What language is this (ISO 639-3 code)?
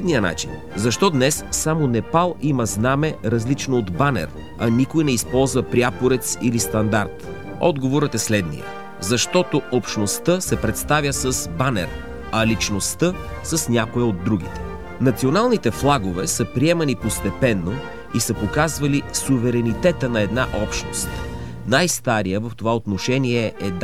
bul